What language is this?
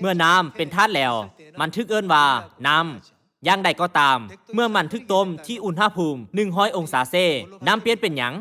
Lao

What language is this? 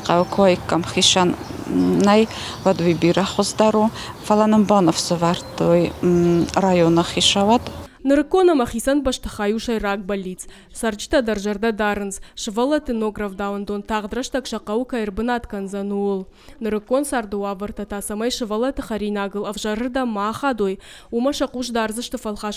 Ossetic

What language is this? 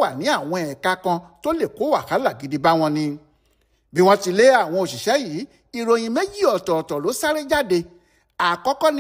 Yoruba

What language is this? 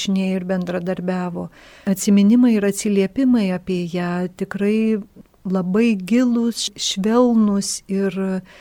Lithuanian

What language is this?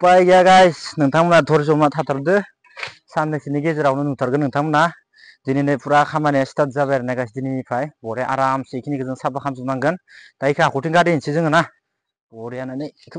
Bodo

